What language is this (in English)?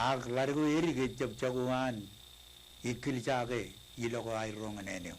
Marshallese